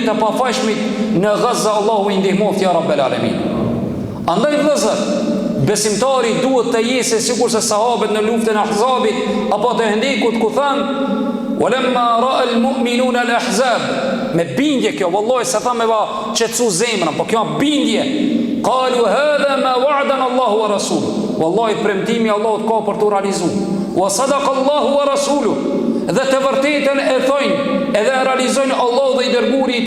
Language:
Albanian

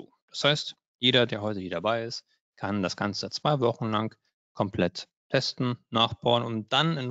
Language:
German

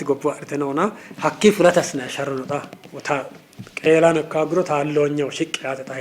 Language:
Sidamo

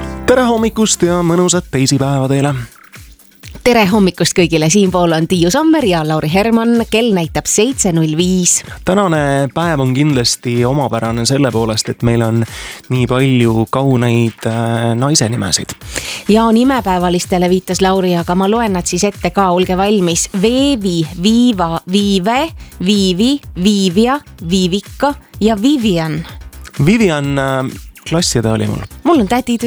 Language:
Estonian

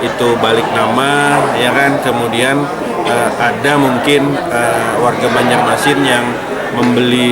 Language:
Banjar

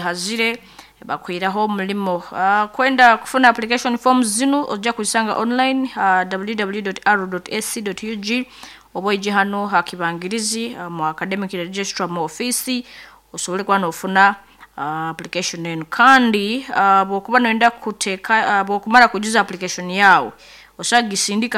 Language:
Nyoro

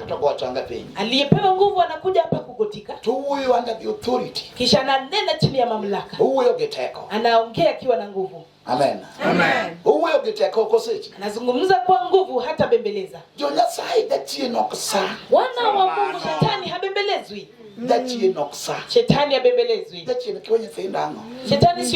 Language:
Luo (Kenya and Tanzania)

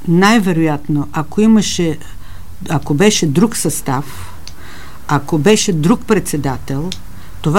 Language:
Bulgarian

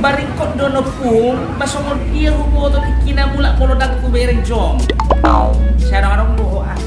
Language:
Batak Toba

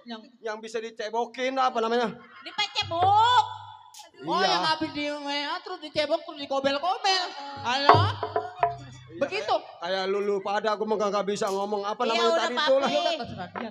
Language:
Betawi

